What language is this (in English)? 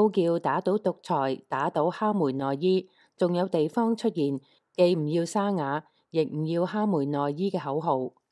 Cantonese